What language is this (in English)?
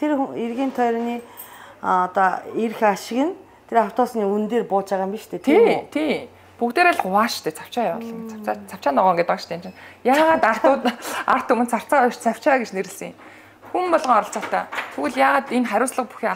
Mongolian